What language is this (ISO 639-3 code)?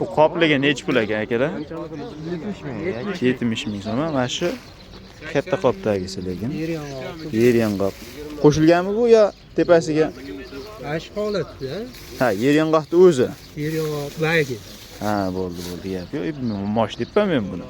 uzb